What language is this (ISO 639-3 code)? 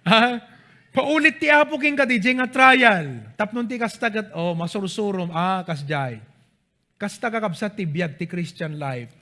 ilo